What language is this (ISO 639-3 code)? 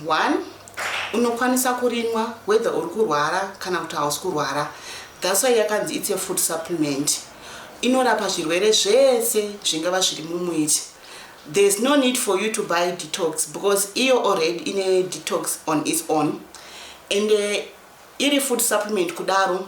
sna